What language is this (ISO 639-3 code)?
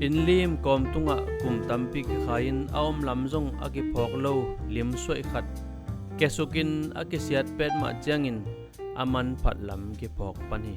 ctd